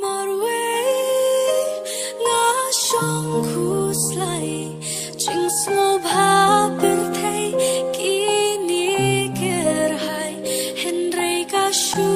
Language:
Khasi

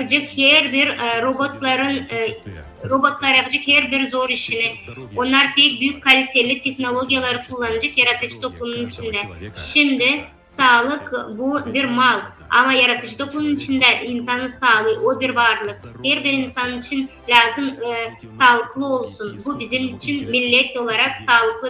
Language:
Gagauz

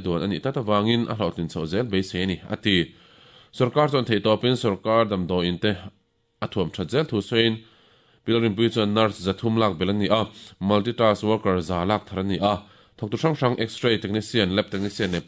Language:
Mizo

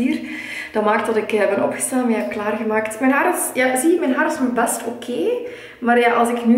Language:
Dutch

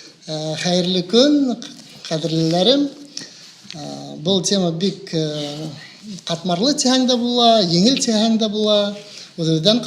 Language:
Bashkir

